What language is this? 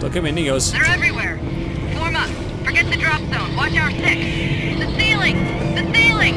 Bavarian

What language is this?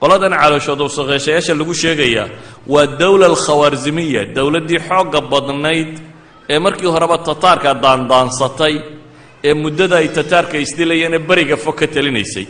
Somali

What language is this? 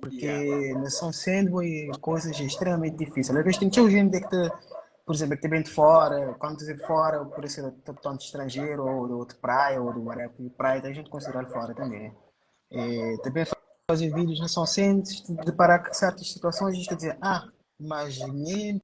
Kabuverdianu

